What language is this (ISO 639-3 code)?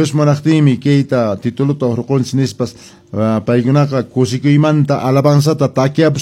que